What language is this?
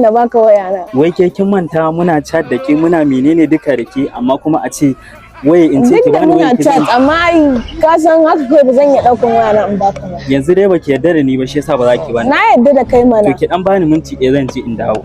Hausa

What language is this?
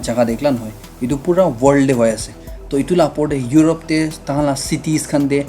Naga Pidgin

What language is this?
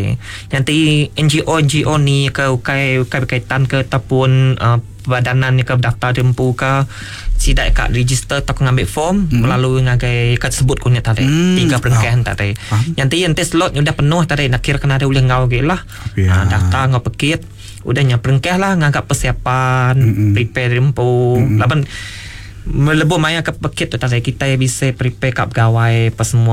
Iban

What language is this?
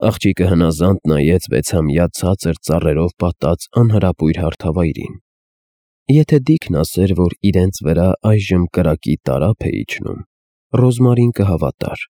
Armenian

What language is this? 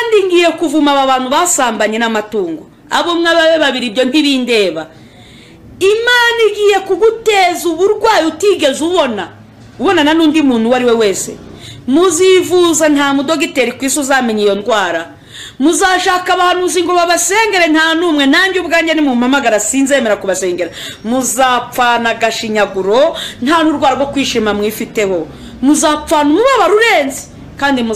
Kinyarwanda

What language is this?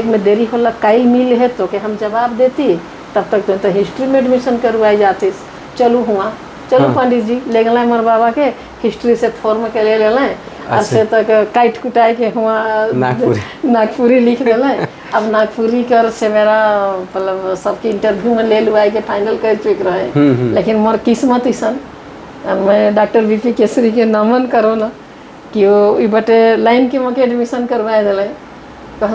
Sadri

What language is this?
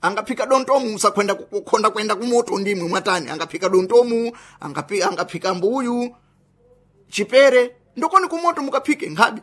Sena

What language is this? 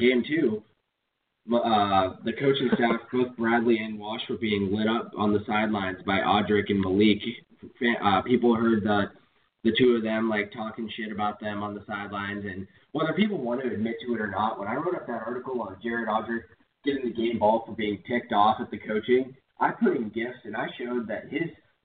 English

